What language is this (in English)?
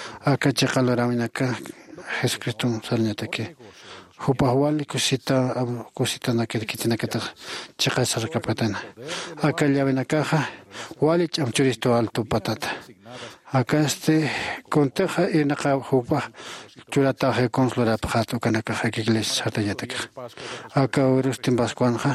Aymara